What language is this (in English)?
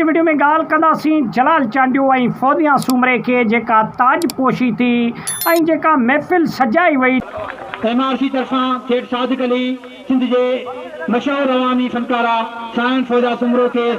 Sindhi